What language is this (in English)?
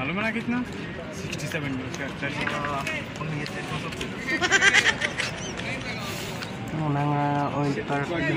Filipino